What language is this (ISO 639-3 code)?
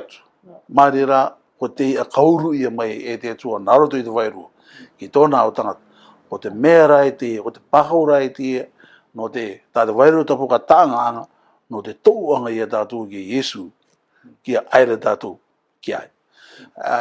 rar